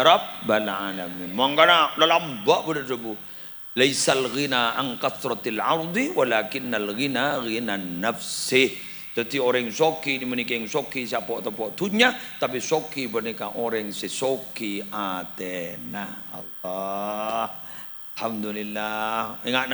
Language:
Madurese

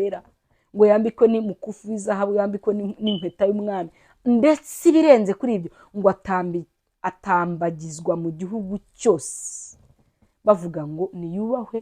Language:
Kinyarwanda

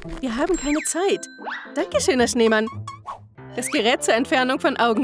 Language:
German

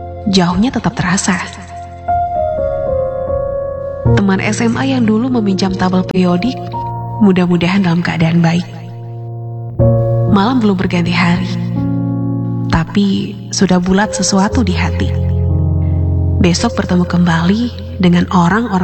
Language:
Indonesian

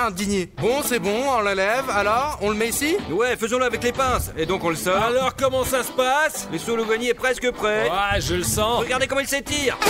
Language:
French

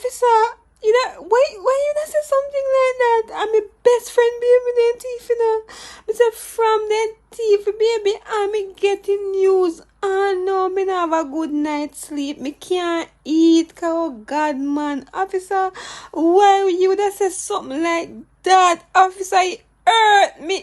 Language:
Jamaican Creole English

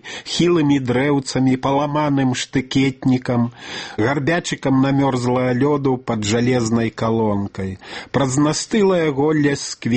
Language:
Belarusian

